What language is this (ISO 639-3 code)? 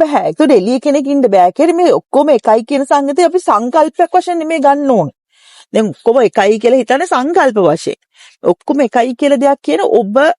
sin